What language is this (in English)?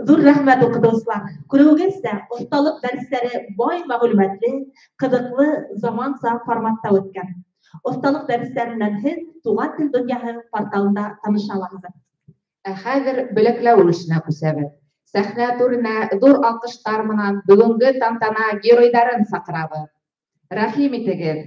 Bashkir